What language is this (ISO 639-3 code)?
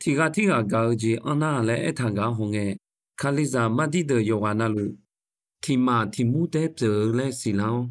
ahk